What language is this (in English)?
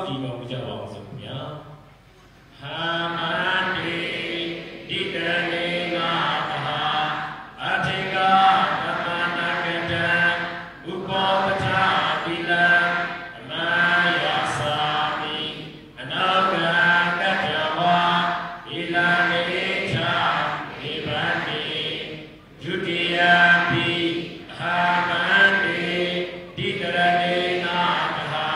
Burmese